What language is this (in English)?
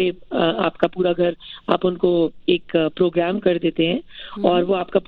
Urdu